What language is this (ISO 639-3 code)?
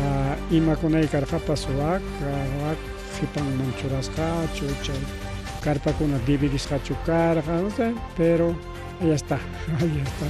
quy